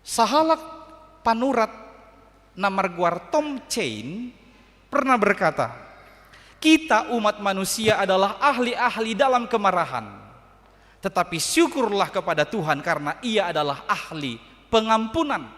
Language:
Batak Toba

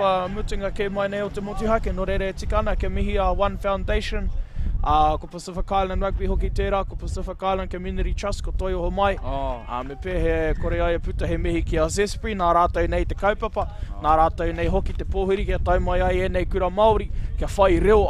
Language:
Māori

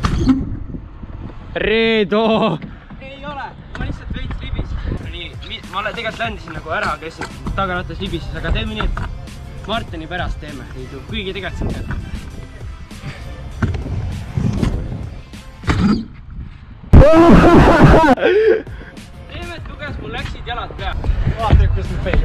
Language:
Estonian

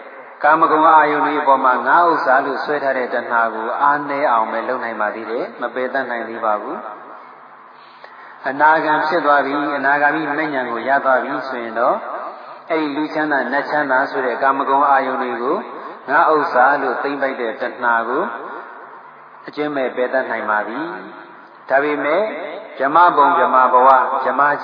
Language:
Burmese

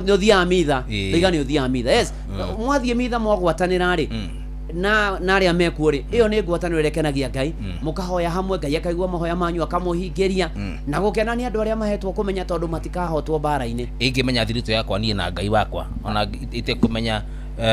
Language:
Kikuyu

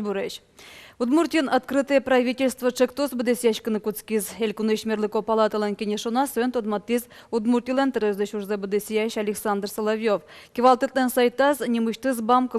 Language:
Udmurt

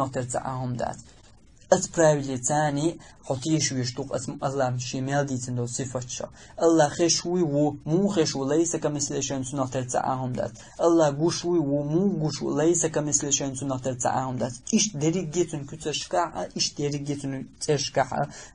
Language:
Chechen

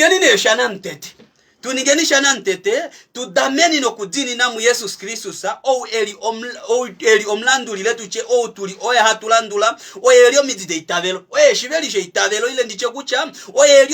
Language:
Kuanyama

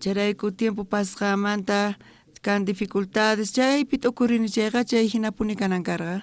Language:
South Bolivian Quechua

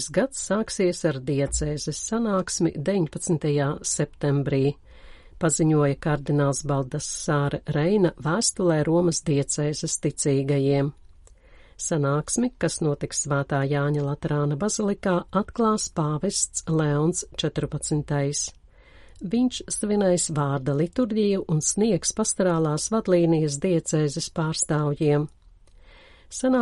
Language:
Latvian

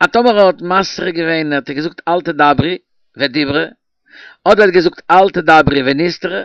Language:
Yiddish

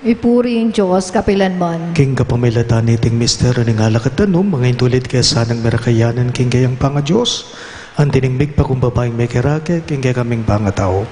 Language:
Pampanga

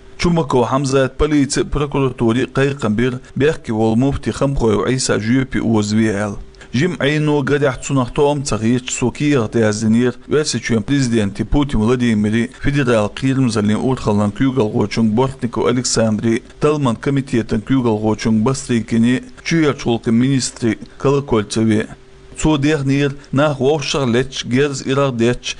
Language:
Chechen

